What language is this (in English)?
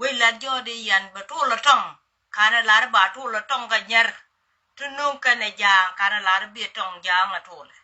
Nuer